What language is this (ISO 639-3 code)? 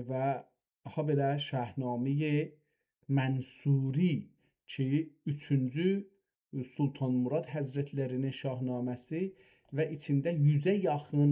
azb